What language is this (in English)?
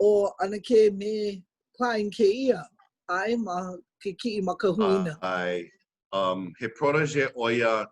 Hawaiian